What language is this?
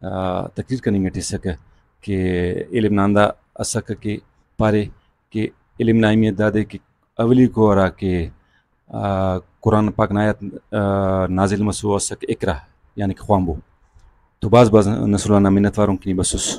Brahui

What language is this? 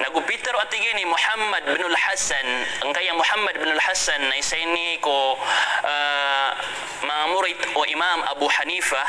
Maranao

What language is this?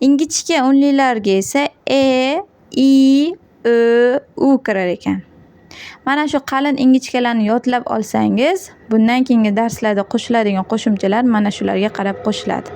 Uzbek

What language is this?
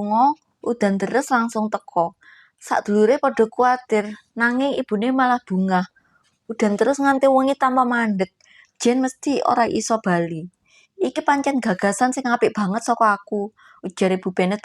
Javanese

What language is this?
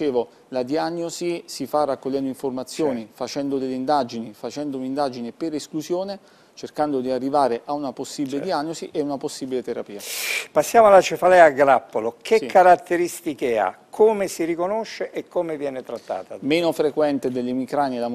Italian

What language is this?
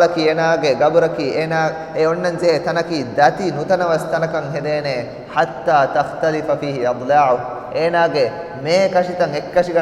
Divehi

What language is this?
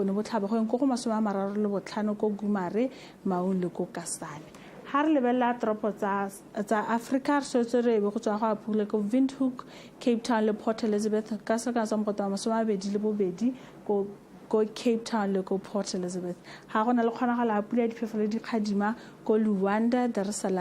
Tswana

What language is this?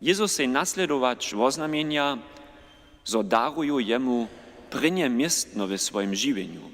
Upper Sorbian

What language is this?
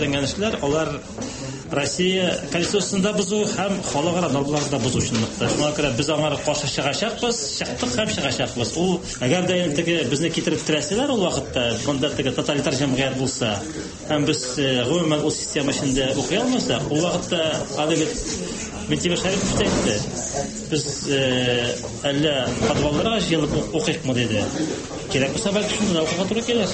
Tatar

